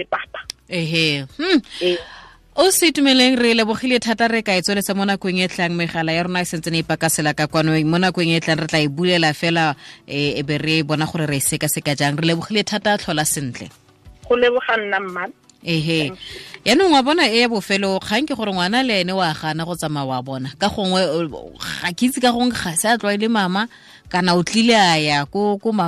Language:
Tswana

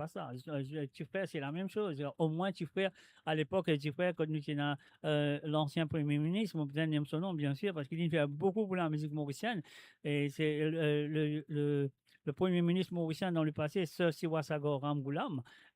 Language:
Morisyen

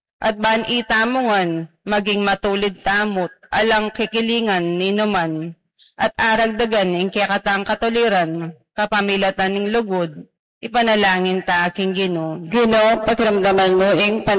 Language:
Pampanga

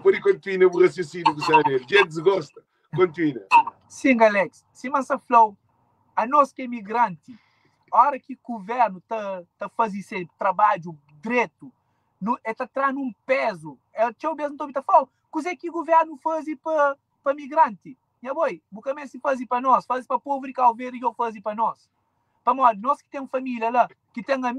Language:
Kabuverdianu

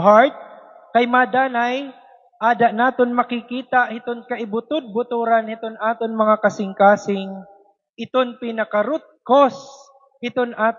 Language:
Waray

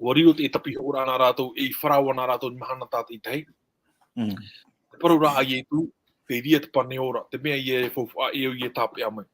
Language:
Tahitian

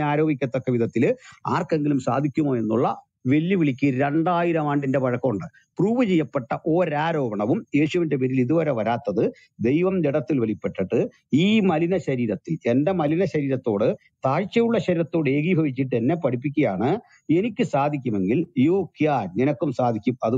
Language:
Malayalam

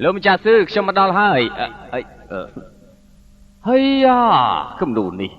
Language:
Khmer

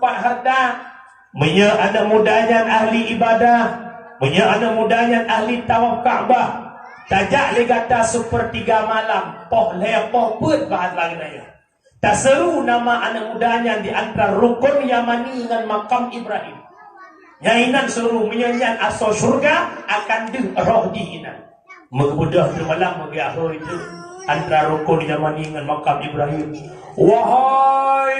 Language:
Achinese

